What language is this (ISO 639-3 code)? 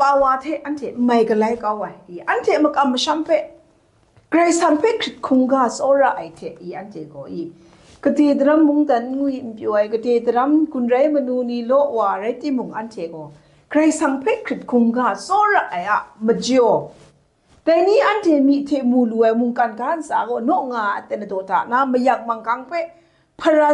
kac